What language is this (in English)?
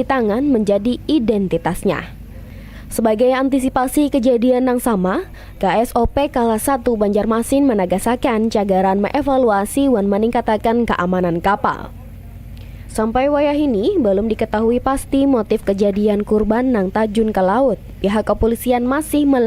Banjar